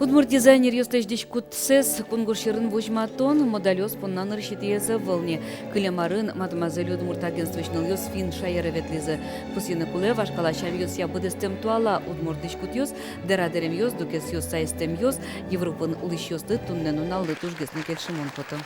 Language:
Udmurt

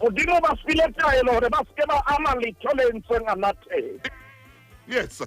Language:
Southern Sotho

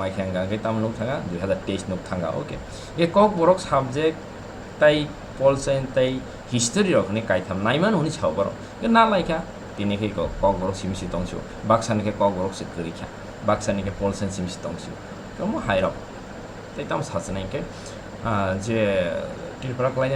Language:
Kok Borok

